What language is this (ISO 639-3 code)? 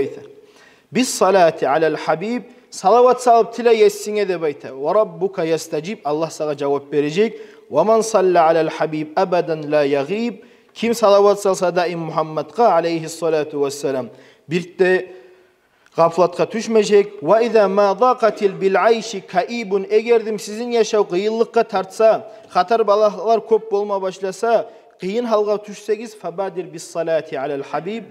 kum